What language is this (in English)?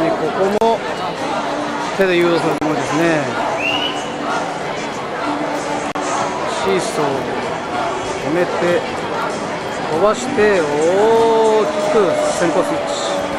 Japanese